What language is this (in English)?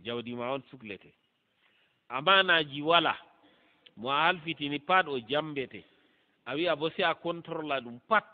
Fula